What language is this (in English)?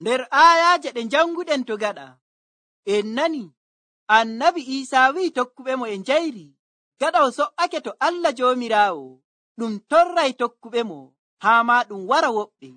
Nigerian Fulfulde